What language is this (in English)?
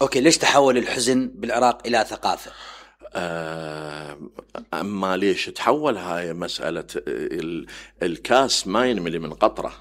Mesopotamian Arabic